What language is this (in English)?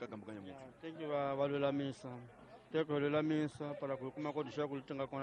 Tsonga